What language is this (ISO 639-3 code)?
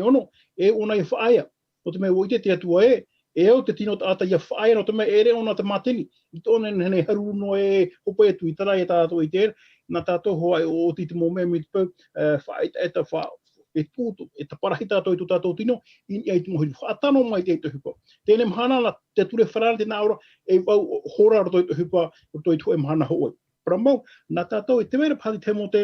tah